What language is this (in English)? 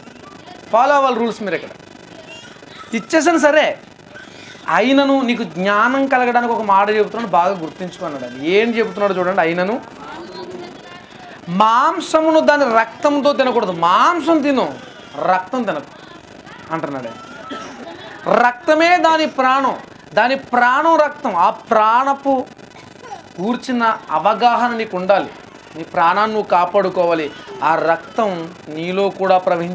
Telugu